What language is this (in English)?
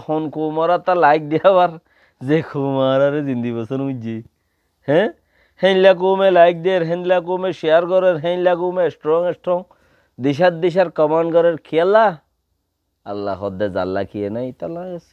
Rohingya